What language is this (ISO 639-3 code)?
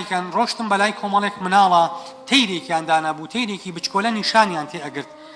ckb